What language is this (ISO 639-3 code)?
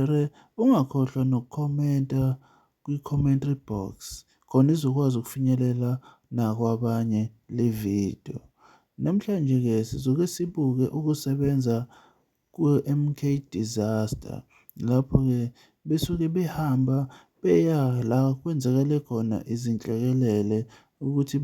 zul